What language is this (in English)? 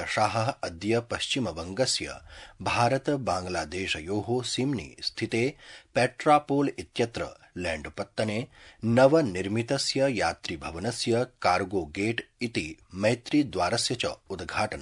Sanskrit